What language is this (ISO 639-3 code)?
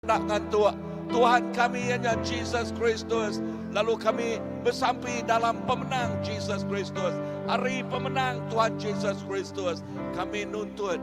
iba